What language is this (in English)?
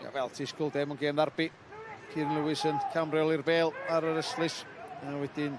Welsh